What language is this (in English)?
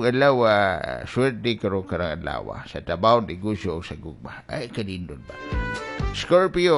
Cebuano